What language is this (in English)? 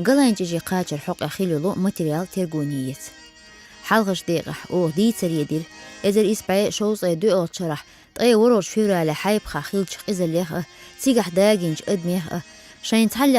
Chechen